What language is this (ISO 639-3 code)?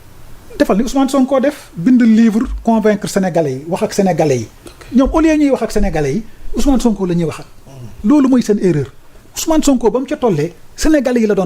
wol